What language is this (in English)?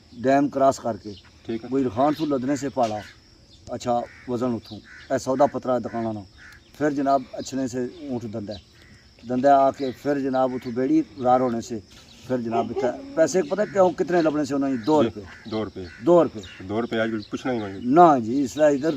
Pahari-Potwari